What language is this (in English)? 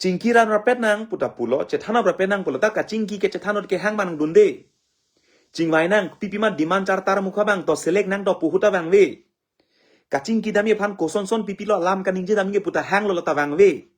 Karbi